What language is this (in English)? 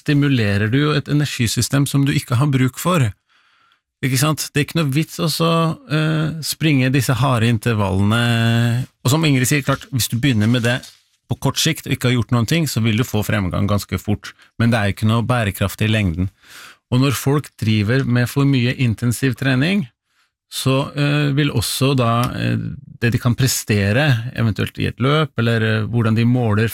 Norwegian